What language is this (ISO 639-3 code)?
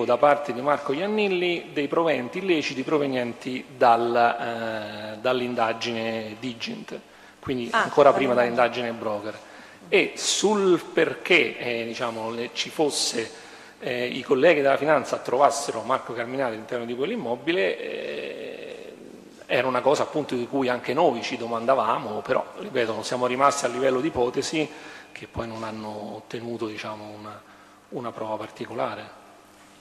ita